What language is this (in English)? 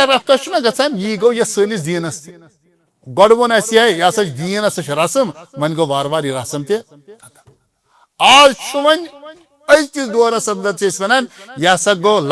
Kashmiri